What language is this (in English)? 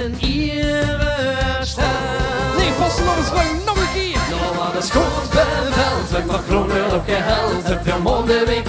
Limburgish